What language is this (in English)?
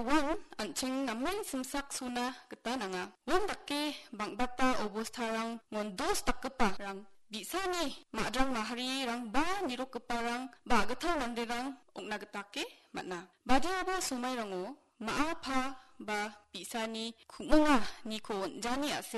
Garo